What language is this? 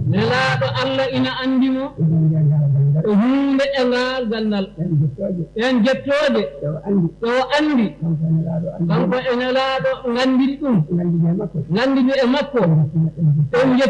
Fula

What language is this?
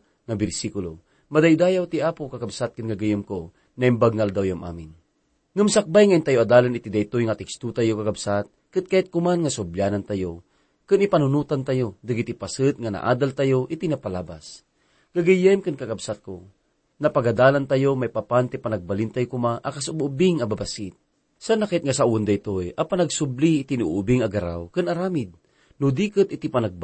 Iloko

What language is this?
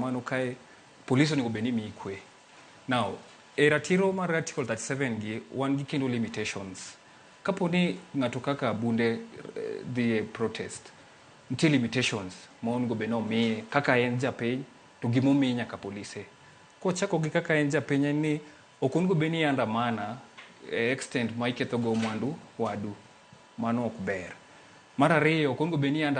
Luo (Kenya and Tanzania)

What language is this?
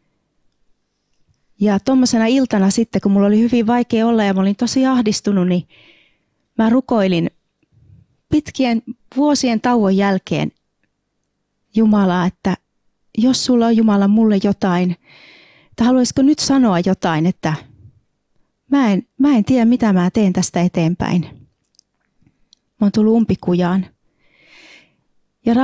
Finnish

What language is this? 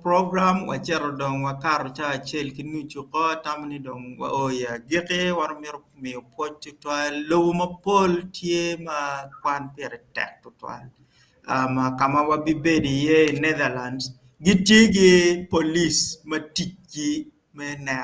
Acoli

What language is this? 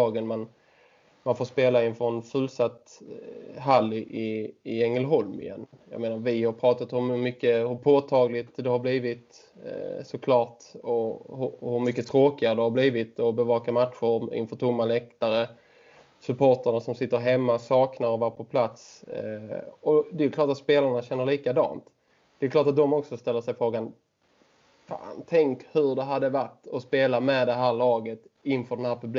Swedish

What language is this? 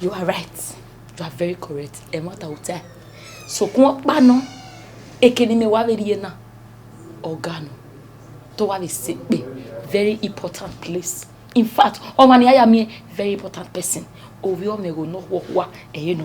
Bini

